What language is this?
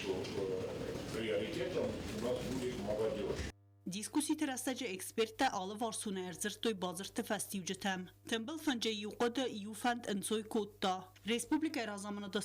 Ossetic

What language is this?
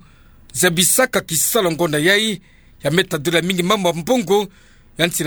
Kituba (Democratic Republic of Congo)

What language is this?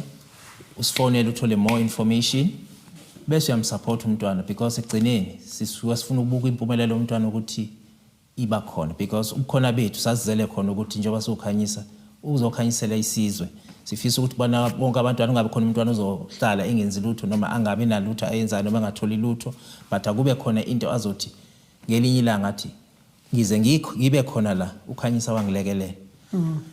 Zulu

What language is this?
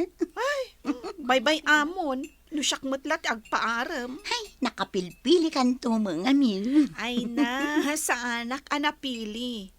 Iloko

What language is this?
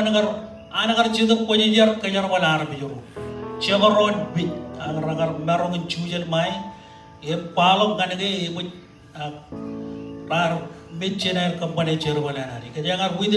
Marshallese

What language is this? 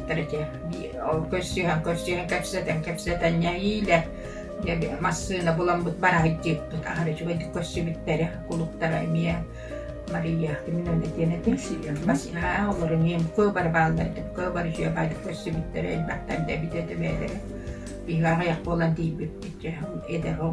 Yakut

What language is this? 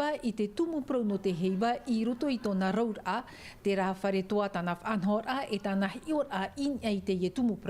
Tahitian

